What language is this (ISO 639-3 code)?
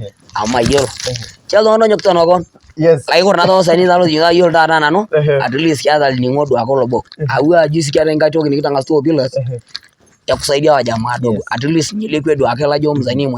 mas